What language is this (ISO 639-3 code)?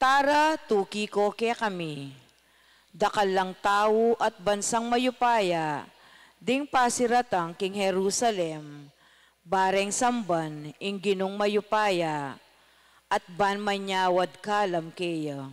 pam